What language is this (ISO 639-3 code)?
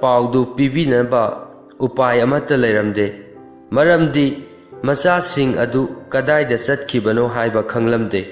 mni